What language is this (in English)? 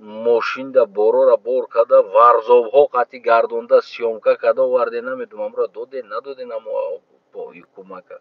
Tajik